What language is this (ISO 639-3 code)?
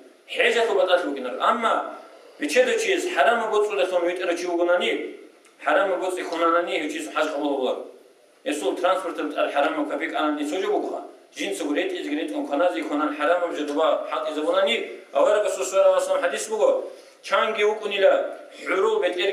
ava